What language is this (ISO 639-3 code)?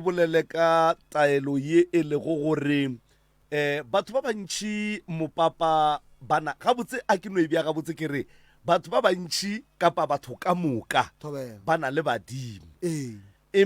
nso